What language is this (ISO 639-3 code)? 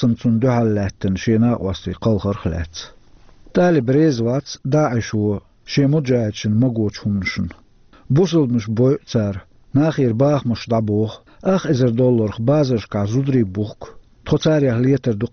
che